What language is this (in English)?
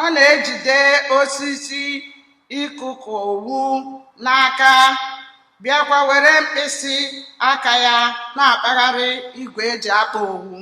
Igbo